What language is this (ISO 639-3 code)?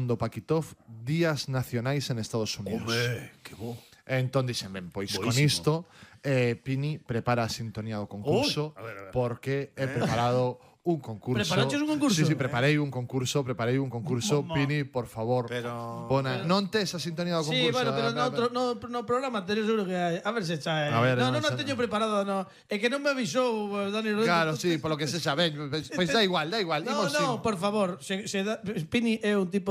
glg